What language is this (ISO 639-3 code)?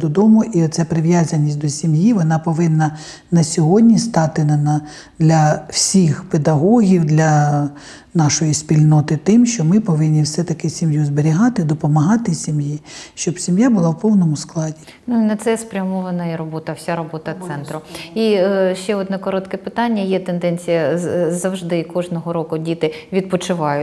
ukr